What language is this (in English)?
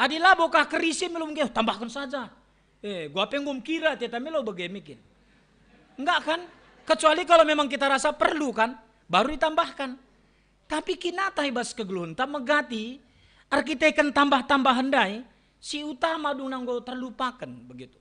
Batak Karo